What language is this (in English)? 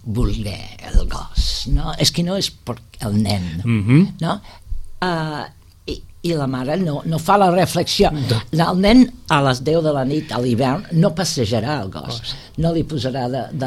Catalan